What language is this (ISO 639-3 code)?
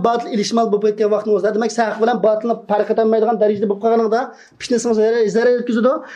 uig